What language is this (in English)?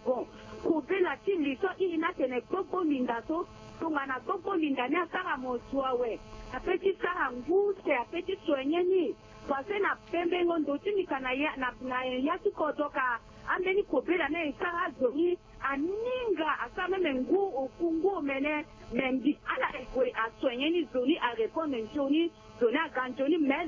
Sango